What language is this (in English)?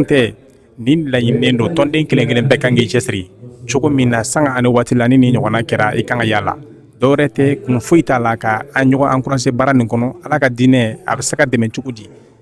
Bambara